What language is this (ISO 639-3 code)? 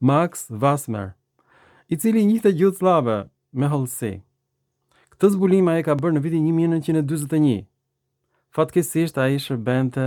sqi